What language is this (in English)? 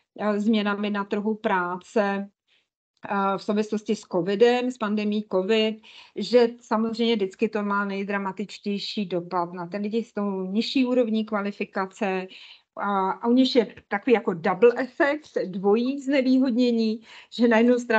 Czech